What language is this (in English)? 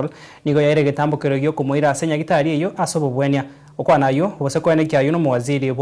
Gusii